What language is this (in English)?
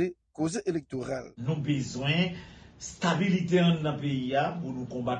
Haitian Creole